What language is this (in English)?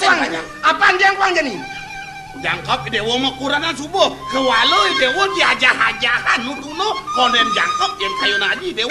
Balinese